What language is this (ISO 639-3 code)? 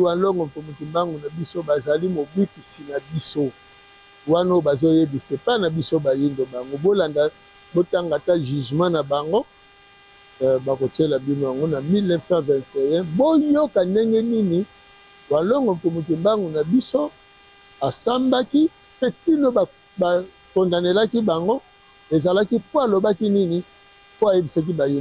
lin